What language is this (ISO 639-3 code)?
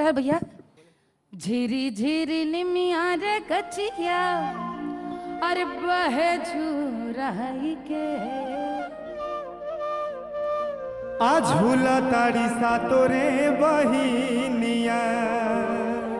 bho